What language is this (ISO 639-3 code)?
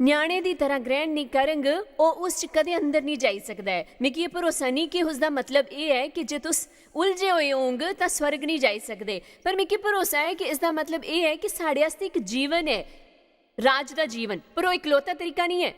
doi